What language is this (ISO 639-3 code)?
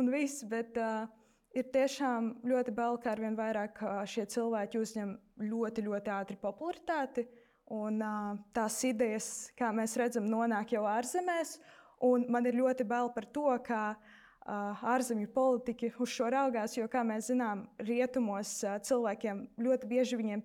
lav